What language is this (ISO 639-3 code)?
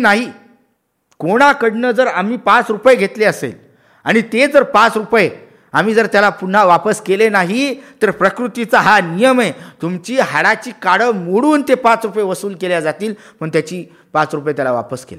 mar